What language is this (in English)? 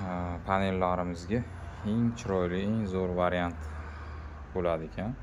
Uzbek